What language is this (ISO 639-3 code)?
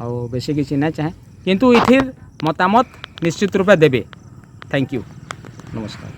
ori